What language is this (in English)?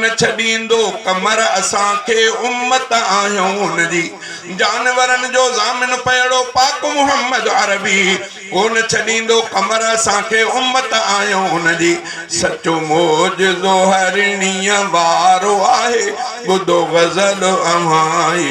Sindhi